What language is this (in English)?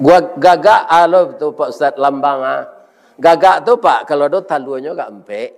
Minangkabau